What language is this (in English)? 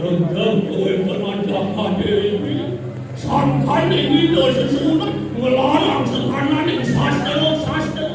Balinese